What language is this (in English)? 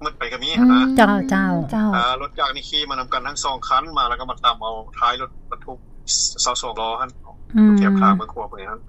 Lao